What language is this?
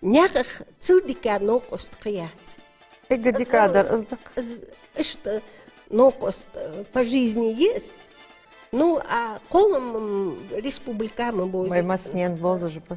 Ingush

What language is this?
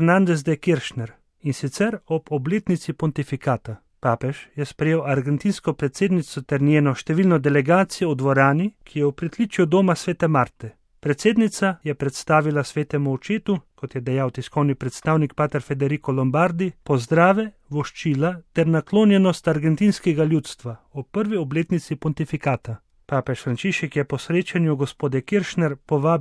Slovenian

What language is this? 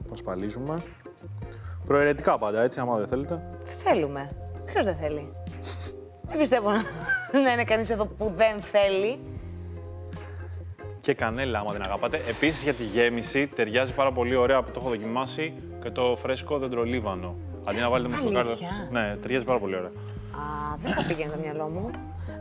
Greek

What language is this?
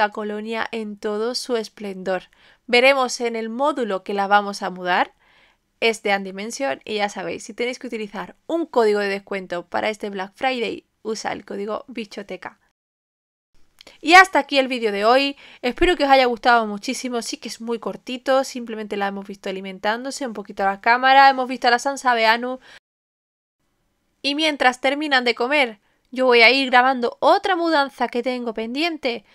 Spanish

